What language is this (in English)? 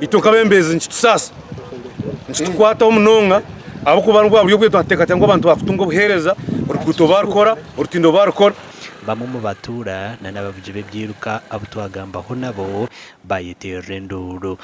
Nyankole